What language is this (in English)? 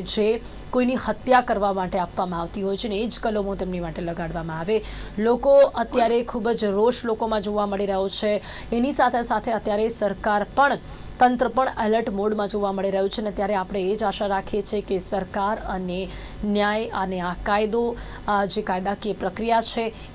Gujarati